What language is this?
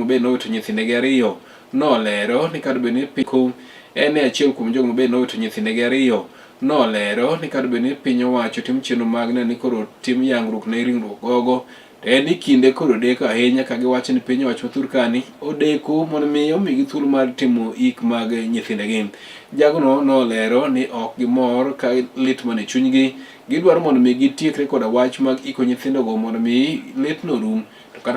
Luo (Kenya and Tanzania)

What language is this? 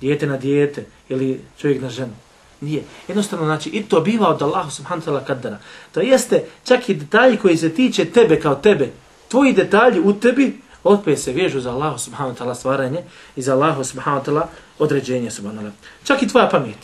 Bosnian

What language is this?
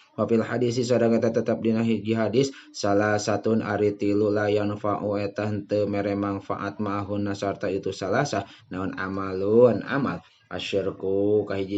Sundanese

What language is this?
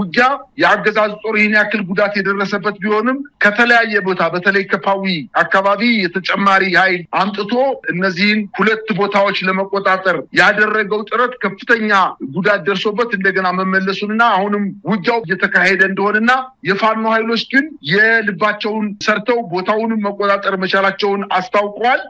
Amharic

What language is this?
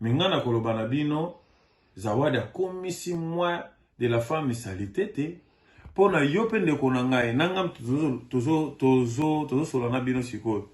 Lingala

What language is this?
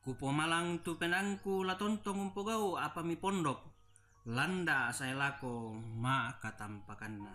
Toraja-Sa'dan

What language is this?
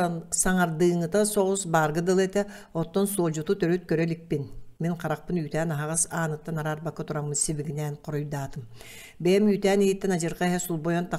Yakut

